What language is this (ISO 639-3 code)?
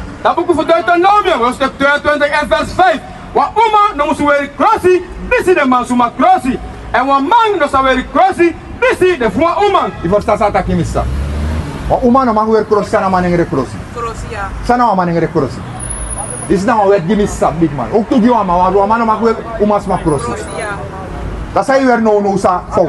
srn